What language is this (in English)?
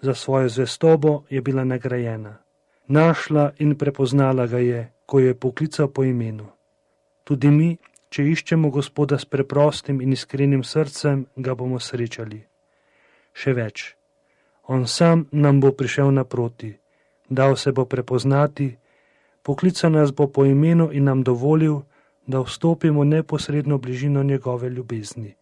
Slovenian